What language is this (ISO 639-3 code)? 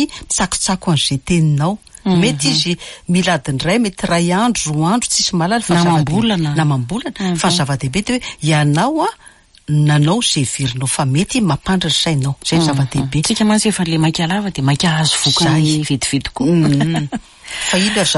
mlg